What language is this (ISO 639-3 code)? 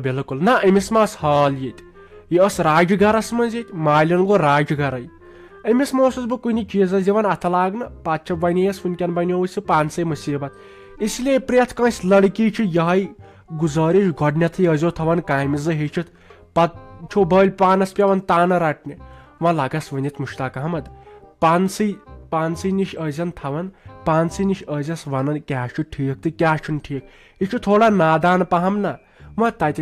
kas